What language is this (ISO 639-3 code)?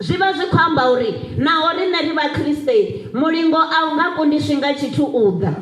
ven